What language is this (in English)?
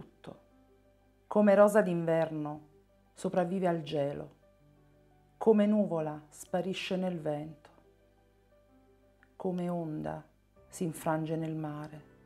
Italian